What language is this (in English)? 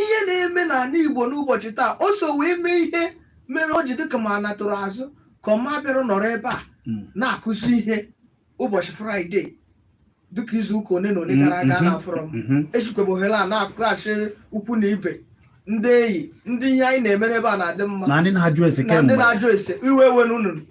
Igbo